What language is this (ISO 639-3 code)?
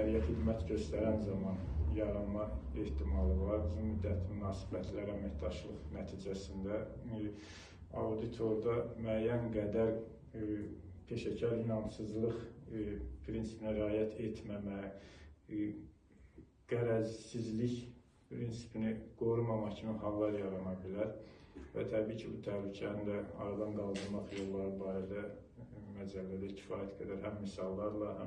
aze